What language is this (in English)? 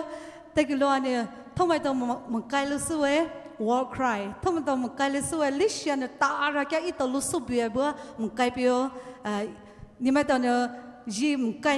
Poumei Naga